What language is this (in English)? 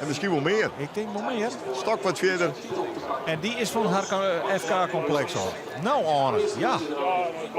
Western Frisian